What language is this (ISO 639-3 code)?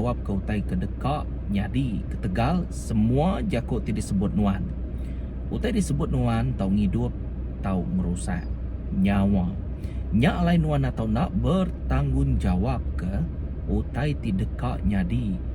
iba